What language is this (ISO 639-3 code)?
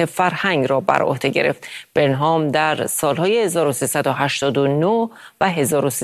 fas